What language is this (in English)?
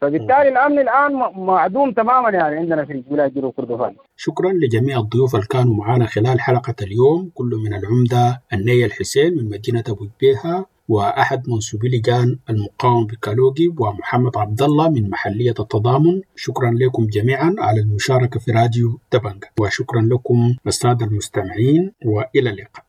Sudanese Arabic